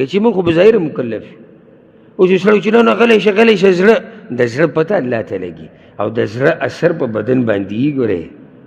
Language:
Pashto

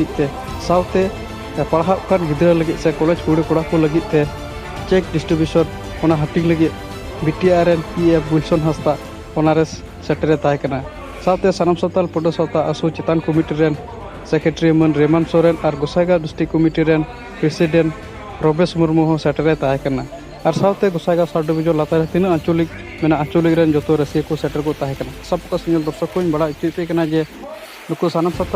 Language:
Santali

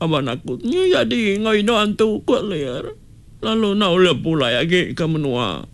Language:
Iban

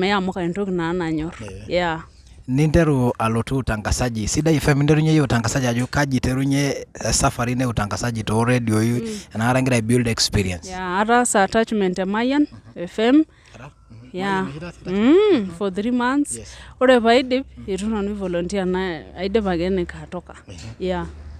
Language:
Masai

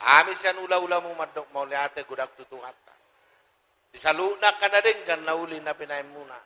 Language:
Batak Toba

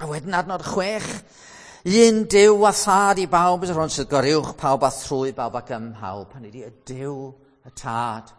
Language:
Welsh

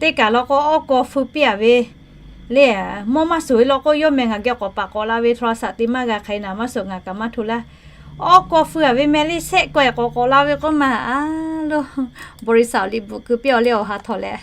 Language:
Lahu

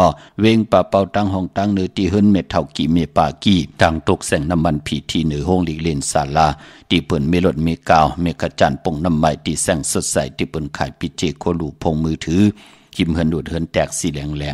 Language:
Shan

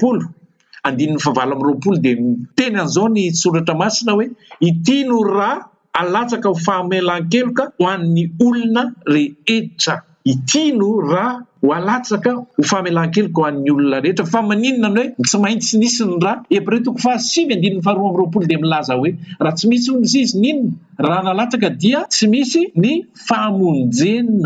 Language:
Malagasy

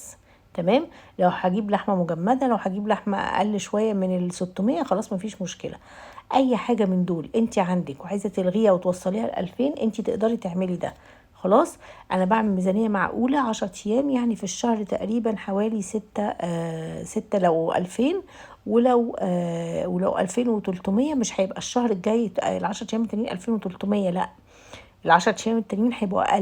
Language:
Egyptian Arabic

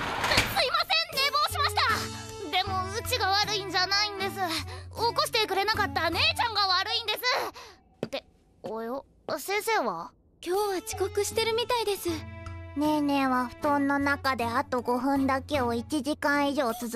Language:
Japanese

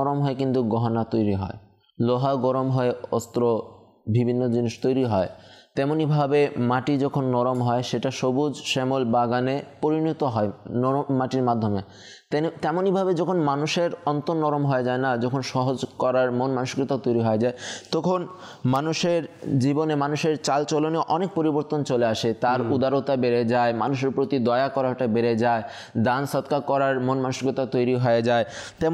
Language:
Bangla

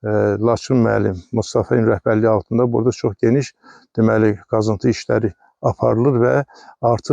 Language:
Azerbaijani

